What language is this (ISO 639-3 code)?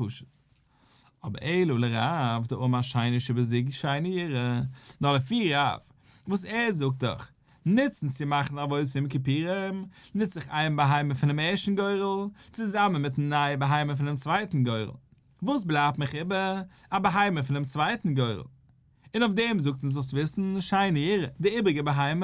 yid